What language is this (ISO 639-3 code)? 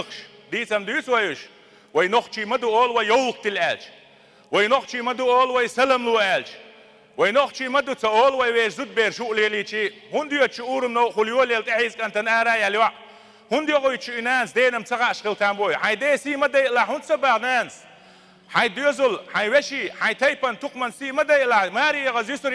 che